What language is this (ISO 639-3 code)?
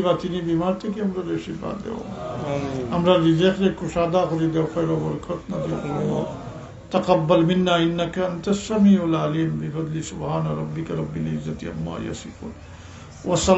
syl